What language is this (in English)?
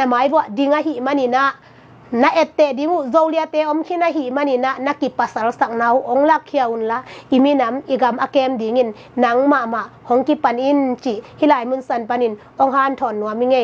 Tedim Chin